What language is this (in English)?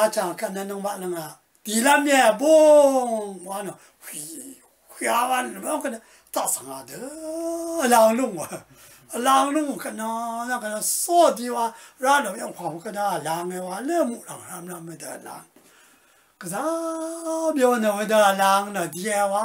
Rawang